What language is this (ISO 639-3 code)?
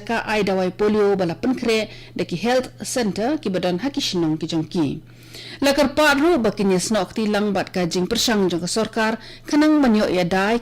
kha